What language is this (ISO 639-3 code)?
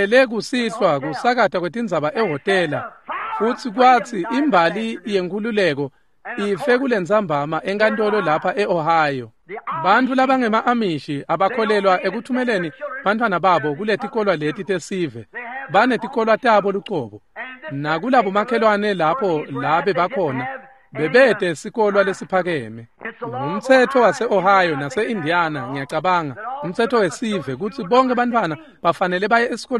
ssw